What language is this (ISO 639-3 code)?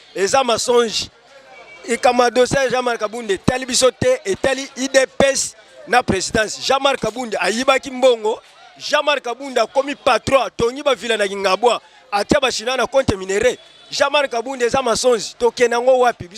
lin